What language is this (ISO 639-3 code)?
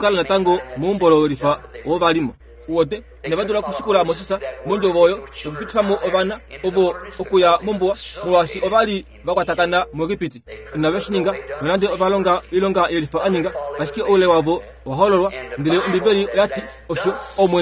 kua